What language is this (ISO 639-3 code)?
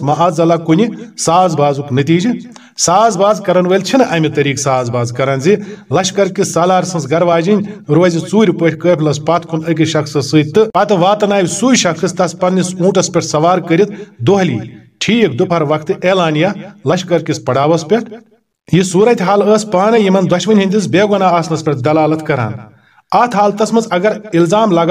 kas